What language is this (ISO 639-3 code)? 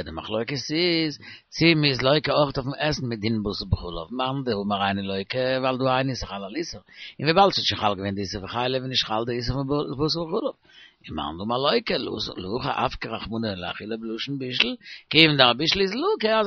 yid